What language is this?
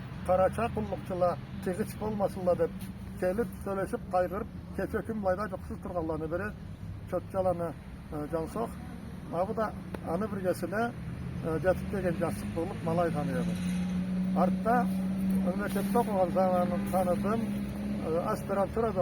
Karachay-Balkar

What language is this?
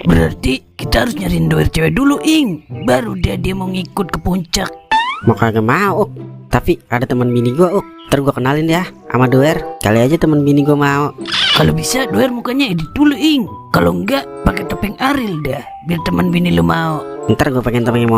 Betawi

